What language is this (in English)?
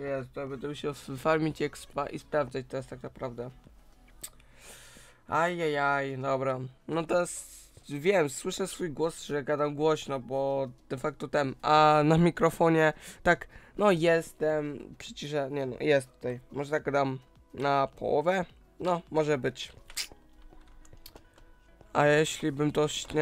Polish